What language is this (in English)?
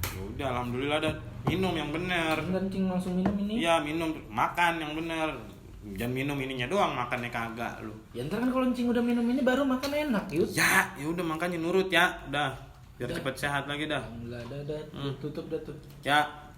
Betawi